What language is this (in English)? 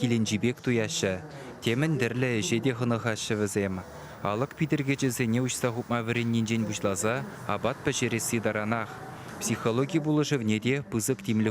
Chuvash